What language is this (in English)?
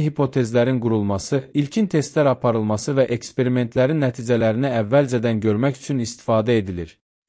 Azerbaijani